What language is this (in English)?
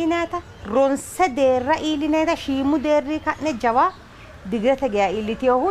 Sidamo